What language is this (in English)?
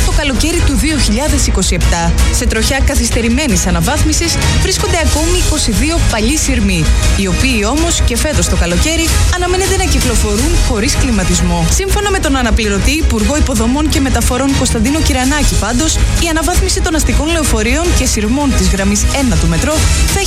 Greek